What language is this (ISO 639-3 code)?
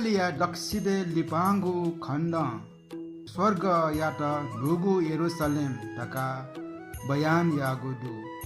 new